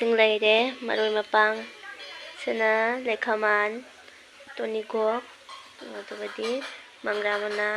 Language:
Manipuri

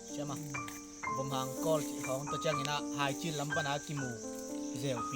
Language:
Tedim Chin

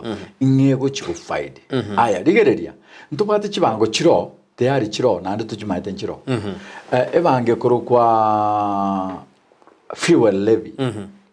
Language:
Gusii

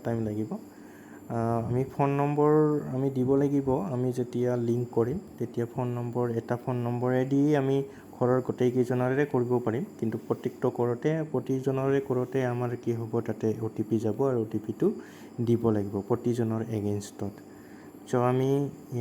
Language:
Assamese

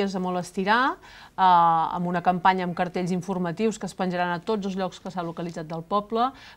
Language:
Catalan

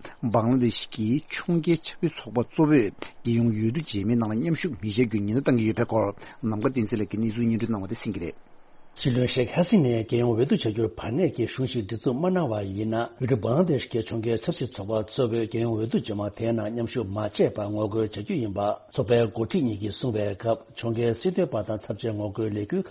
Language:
Tibetan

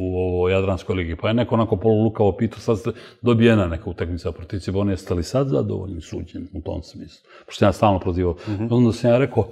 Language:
Serbian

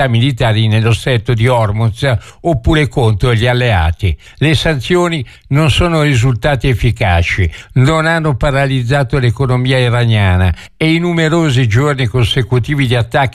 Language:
Italian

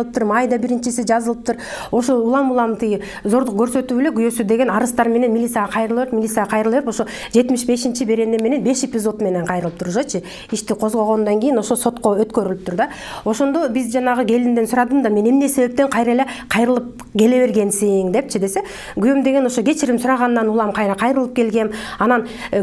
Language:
Kyrgyz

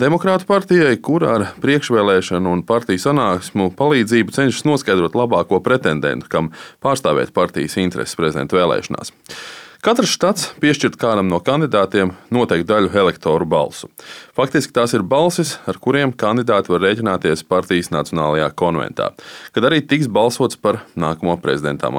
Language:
Latvian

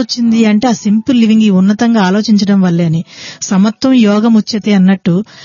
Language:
Telugu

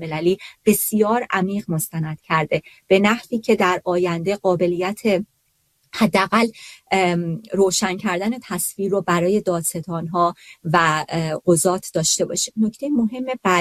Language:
Persian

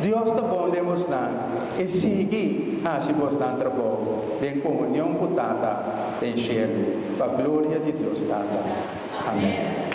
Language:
Papiamento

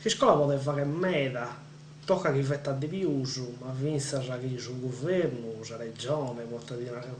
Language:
Sardinian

